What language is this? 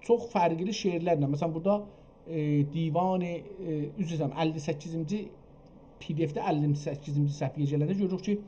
South Azerbaijani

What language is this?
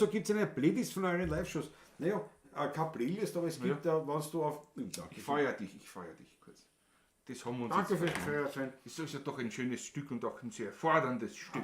Bavarian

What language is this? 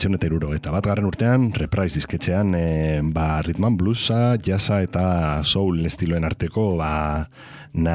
Basque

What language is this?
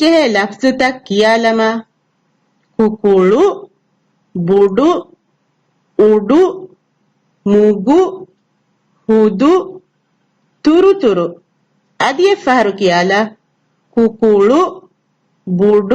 Divehi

